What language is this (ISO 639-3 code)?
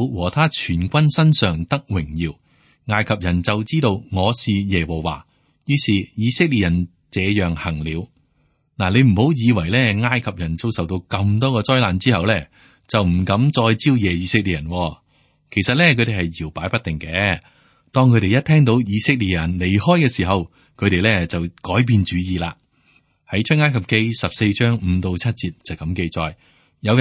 yue